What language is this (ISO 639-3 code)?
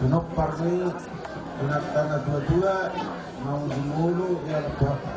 bbc